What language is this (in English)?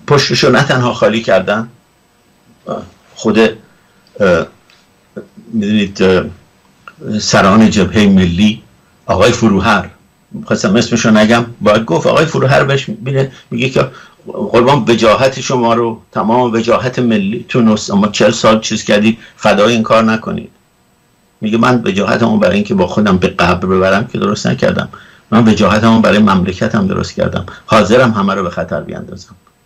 Persian